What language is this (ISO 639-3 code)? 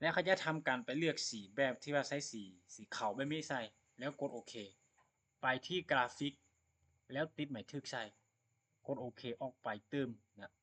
lao